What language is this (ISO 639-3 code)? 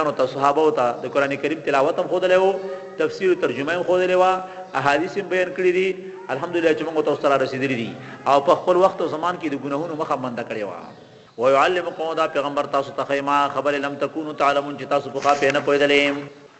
pus